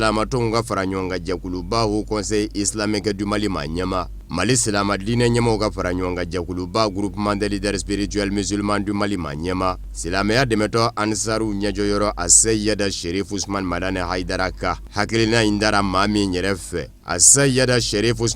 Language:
Bambara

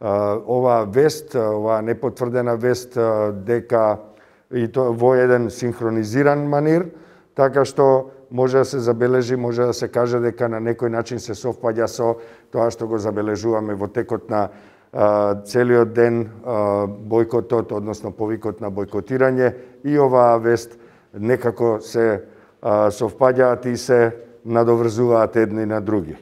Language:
Macedonian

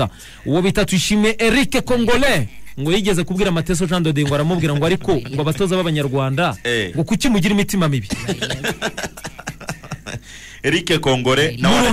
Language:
Kinyarwanda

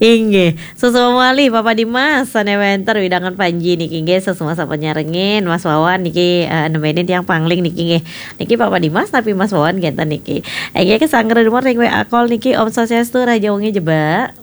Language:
Balinese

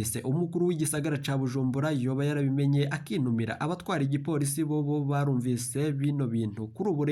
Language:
Rundi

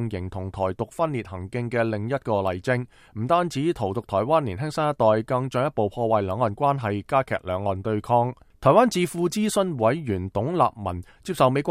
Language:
Cantonese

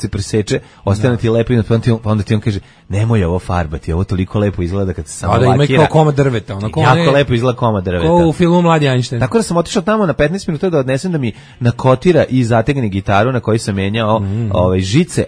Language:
Serbian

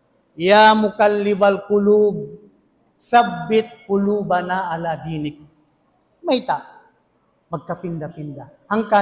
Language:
Tausug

